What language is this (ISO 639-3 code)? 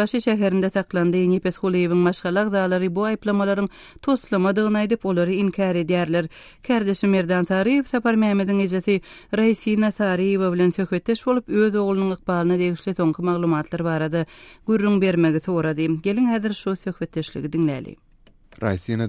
tuk